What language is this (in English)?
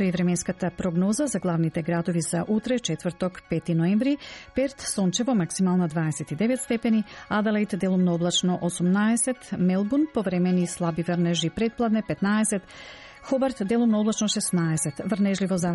Macedonian